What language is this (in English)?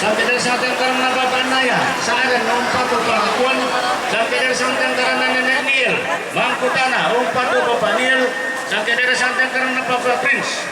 Toraja-Sa'dan